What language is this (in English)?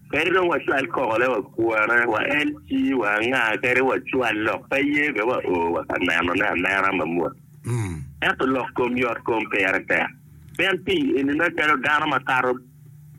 Acoli